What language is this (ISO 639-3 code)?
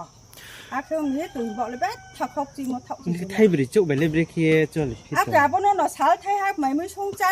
ria